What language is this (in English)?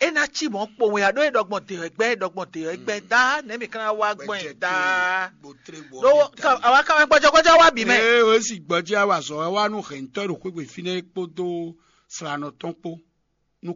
Fon